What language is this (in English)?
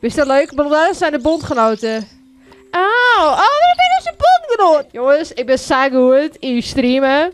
Western Frisian